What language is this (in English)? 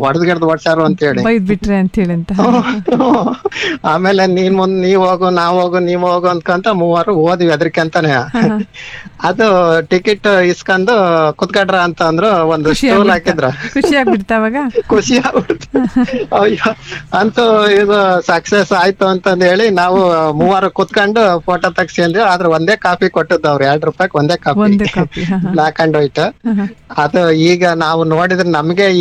Kannada